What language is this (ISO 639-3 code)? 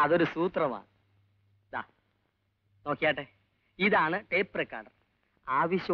mal